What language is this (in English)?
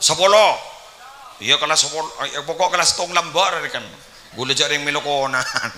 Madurese